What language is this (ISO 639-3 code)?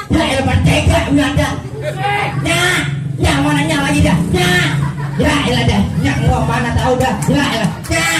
bew